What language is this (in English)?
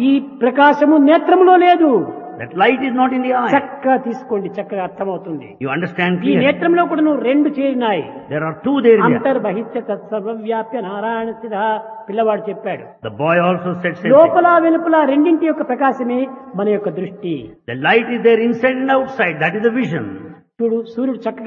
Telugu